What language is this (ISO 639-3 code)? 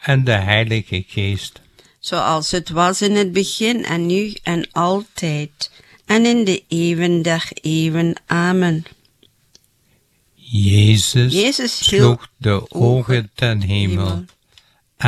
nld